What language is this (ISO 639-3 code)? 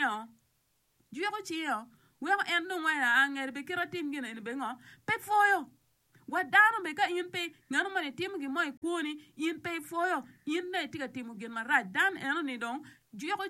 ach